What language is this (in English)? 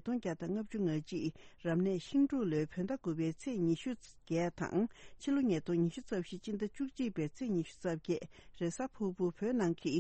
Tibetan